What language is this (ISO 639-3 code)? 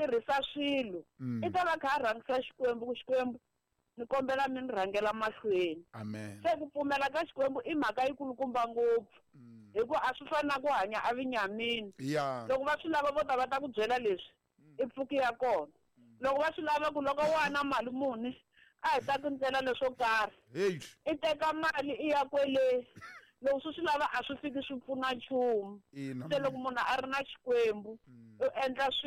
tso